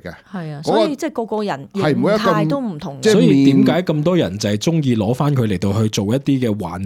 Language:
Cantonese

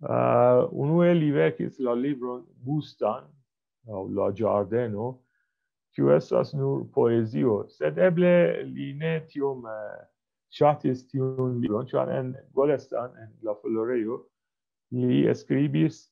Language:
Esperanto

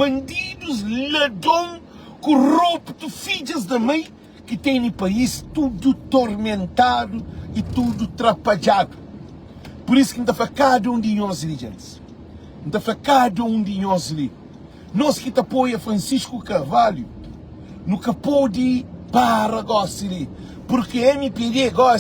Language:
Kabuverdianu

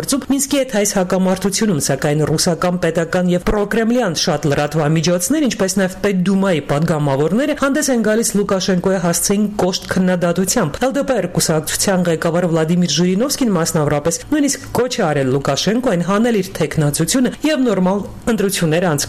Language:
Armenian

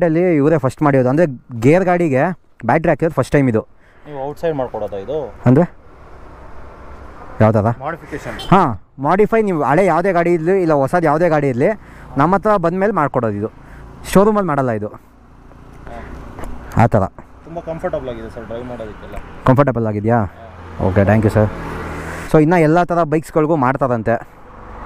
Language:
Kannada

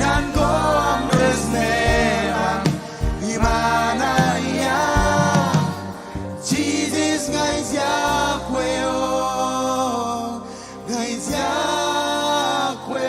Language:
Marshallese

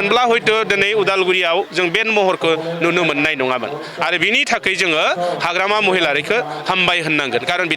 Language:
Bodo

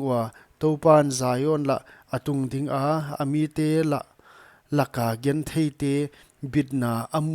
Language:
Paite Chin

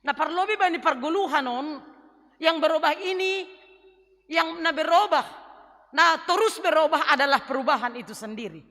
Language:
Batak Simalungun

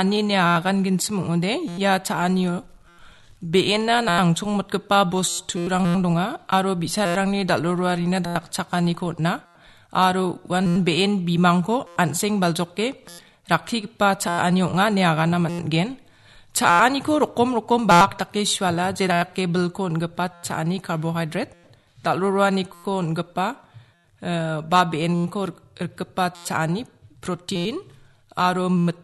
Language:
Garo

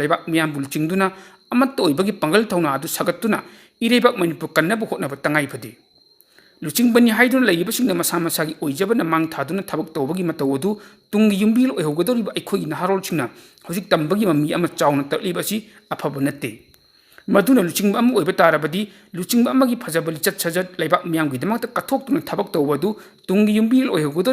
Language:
Manipuri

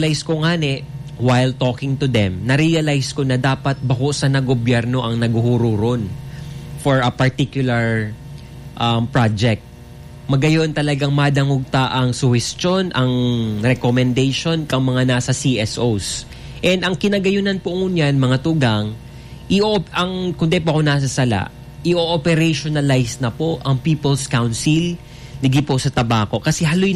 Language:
Bikol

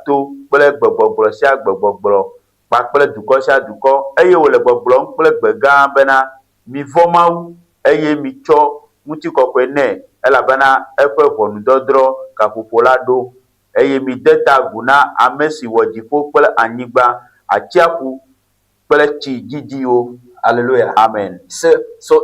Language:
Ewe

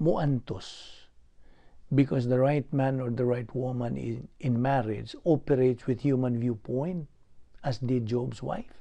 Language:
Cebuano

